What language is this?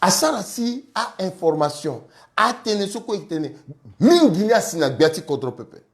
Sango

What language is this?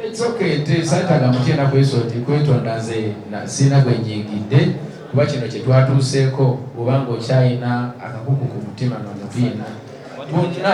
Ganda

